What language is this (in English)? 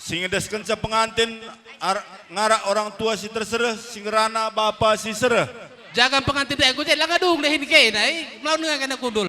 Batak Karo